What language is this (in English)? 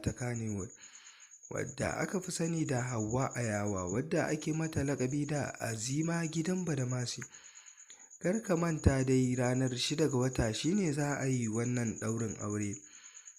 Hausa